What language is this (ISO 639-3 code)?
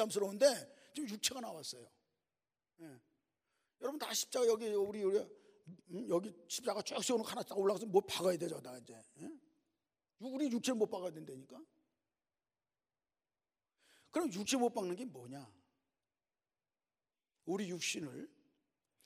kor